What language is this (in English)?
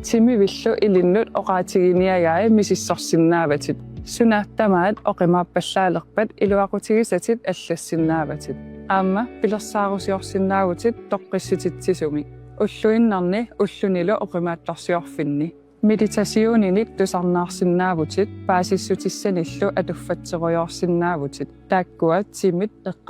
Kalaallisut